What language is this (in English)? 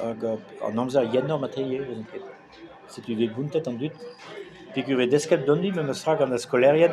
Breton